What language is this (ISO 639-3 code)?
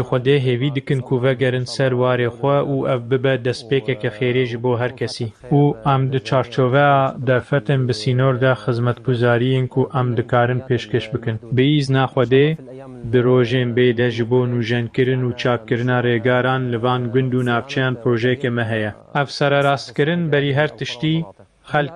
kur